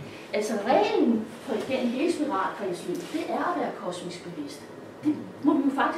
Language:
Danish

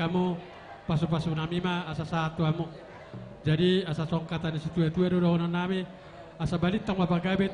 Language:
Batak Toba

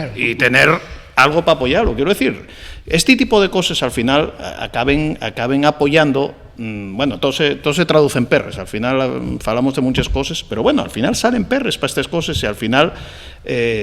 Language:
Asturian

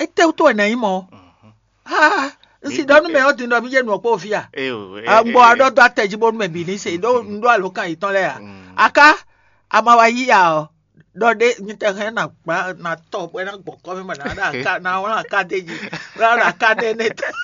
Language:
Fon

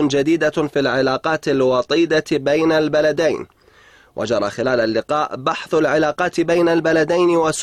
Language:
Arabic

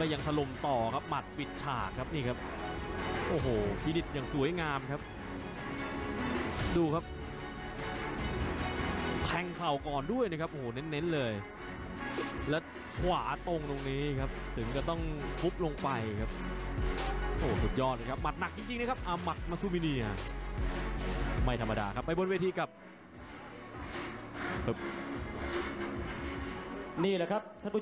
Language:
Thai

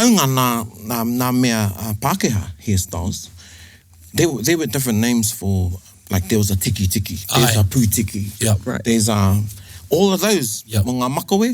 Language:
Māori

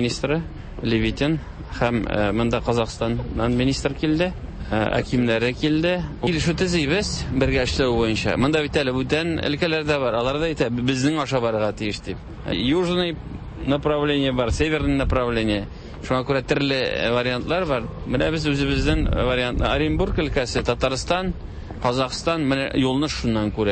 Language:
Tatar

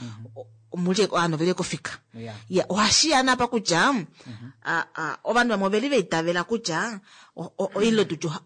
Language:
Kuanyama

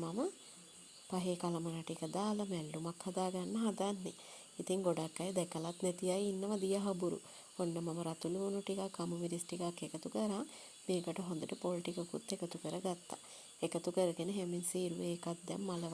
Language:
Sinhala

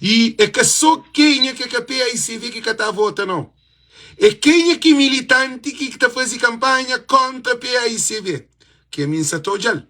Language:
Kabuverdianu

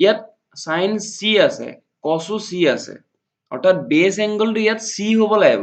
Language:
Assamese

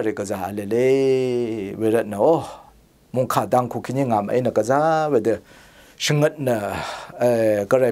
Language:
Rawang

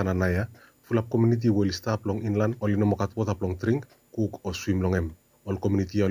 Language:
Bislama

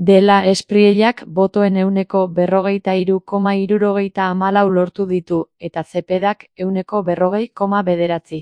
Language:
Basque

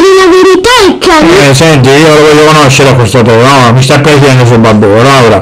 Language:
Sicilian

